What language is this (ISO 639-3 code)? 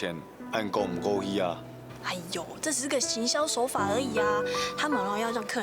hak